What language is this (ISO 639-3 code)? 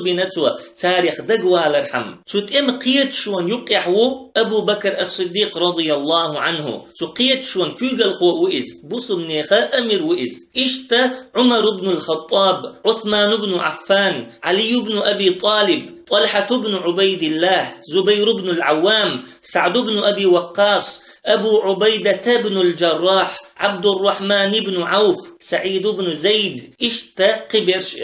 che